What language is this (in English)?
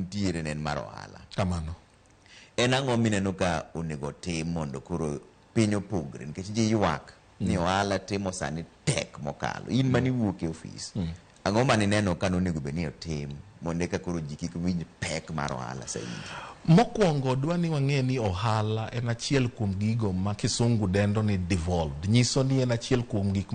Luo (Kenya and Tanzania)